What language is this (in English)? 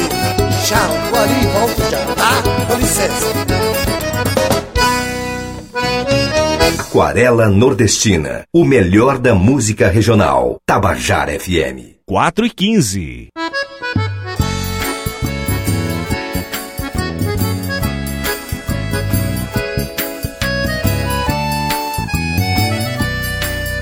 Portuguese